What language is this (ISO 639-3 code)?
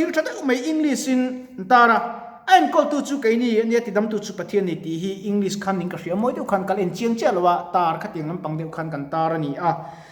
lus